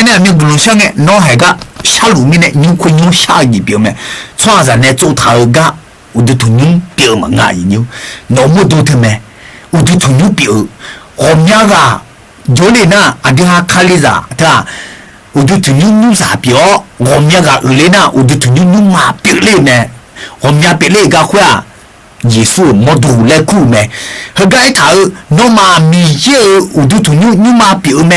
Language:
Akha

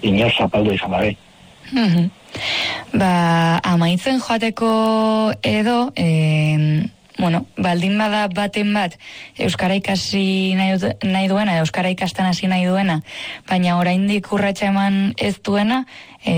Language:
Basque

